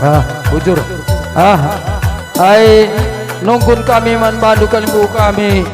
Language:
Batak Karo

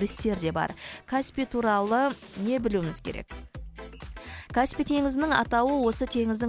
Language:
Kazakh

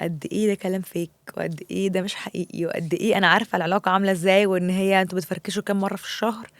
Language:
Egyptian Arabic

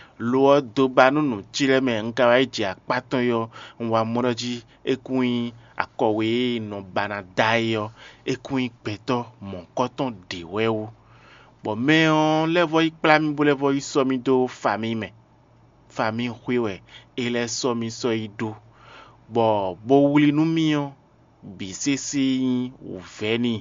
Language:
Fon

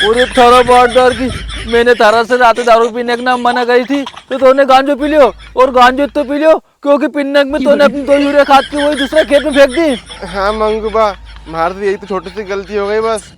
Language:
Rajasthani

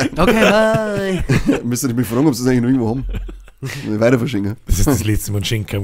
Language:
Bavarian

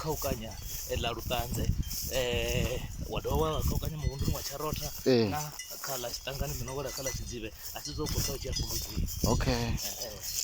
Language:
Venda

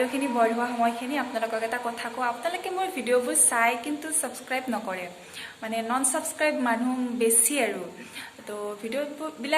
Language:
Assamese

